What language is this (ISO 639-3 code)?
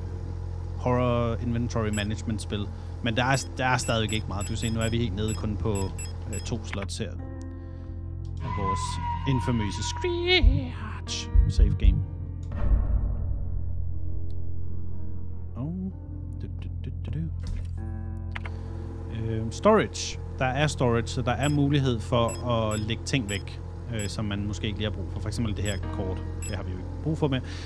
dan